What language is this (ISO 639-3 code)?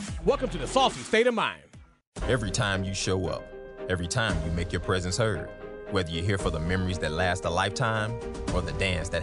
eng